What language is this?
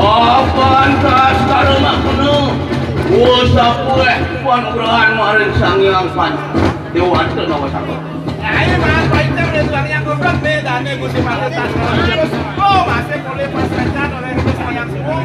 Balinese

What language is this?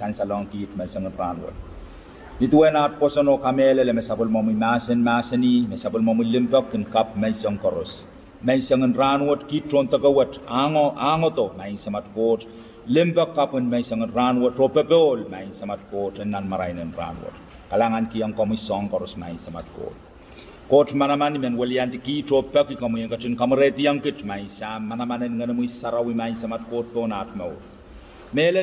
Pohnpeian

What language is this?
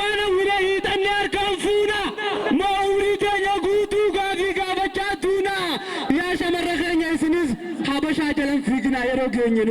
Oromo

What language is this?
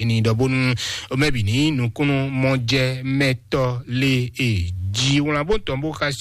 Fon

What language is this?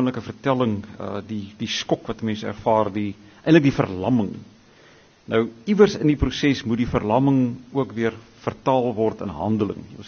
Afrikaans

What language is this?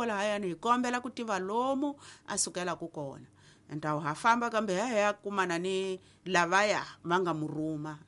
Tsonga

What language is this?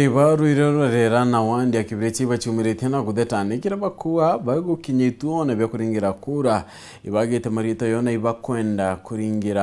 Meru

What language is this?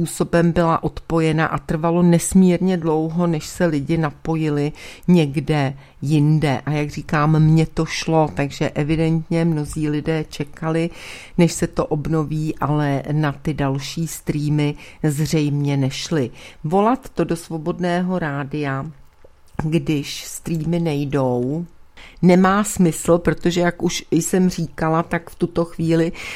Czech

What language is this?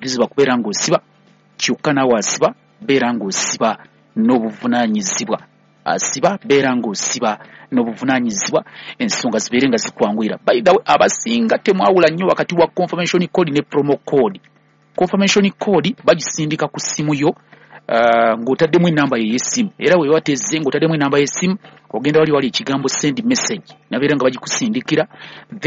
Ganda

